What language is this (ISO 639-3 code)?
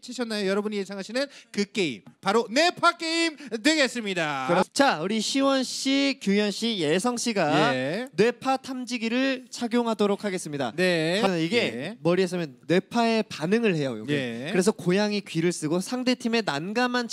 kor